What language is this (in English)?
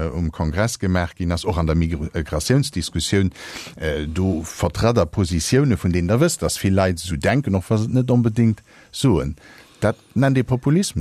Luxembourgish